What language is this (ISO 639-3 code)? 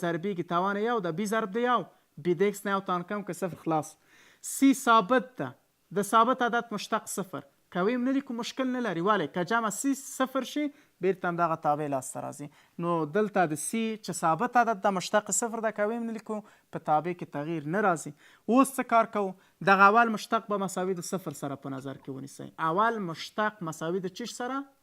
pus